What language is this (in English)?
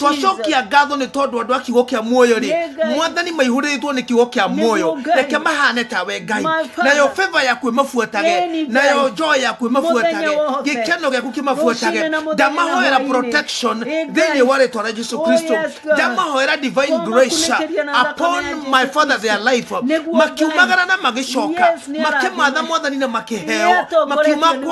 Kikuyu